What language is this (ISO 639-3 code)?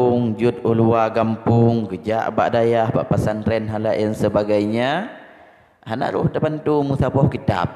ace